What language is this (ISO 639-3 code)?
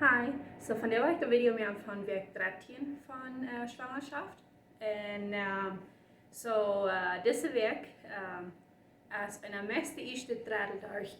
pdt